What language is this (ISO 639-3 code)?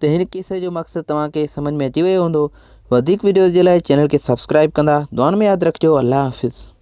snd